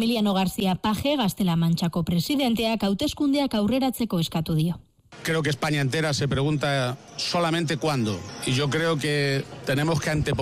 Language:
Basque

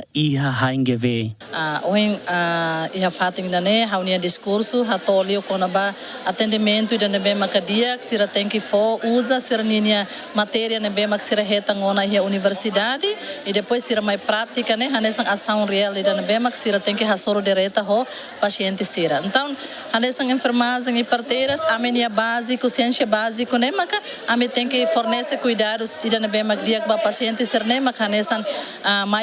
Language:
Tetum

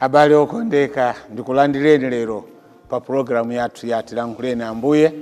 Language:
Nyanja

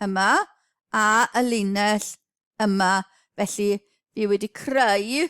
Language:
Welsh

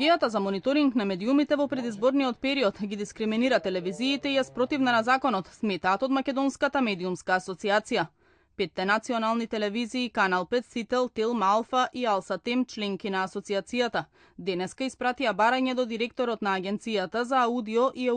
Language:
Macedonian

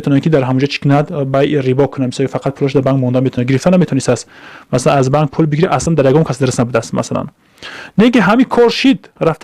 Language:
Tajik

